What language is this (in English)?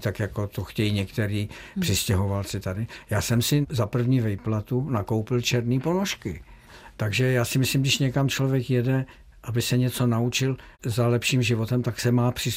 Czech